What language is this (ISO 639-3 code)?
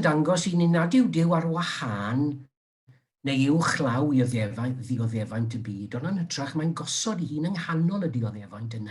cym